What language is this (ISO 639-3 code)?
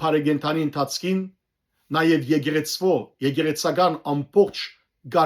hyw